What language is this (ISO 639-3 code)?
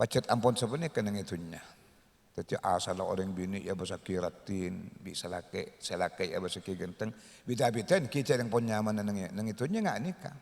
mad